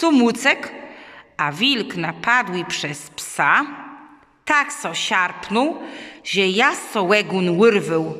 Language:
Kashubian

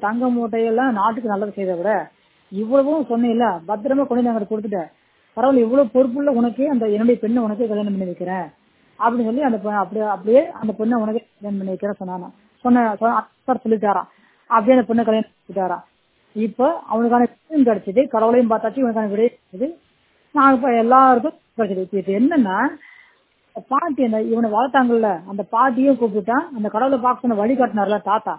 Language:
Tamil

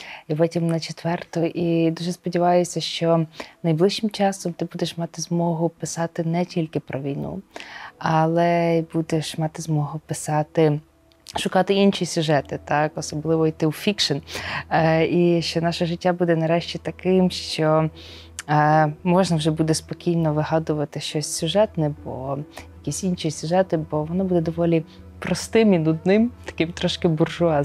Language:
Ukrainian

